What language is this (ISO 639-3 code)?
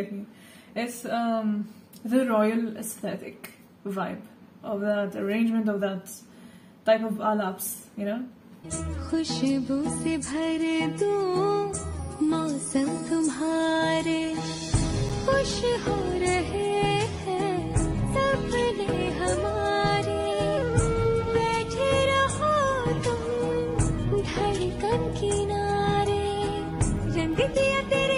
hin